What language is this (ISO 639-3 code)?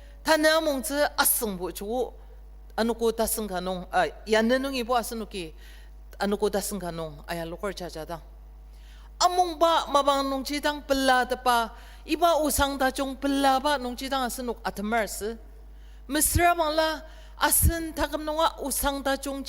njo